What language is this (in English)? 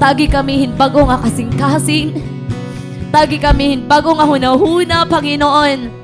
Waray